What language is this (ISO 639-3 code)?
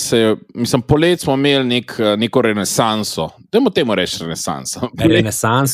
slv